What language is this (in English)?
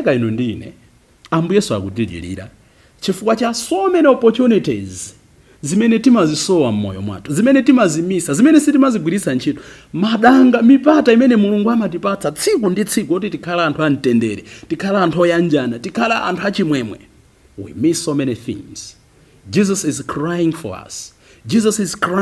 Nyanja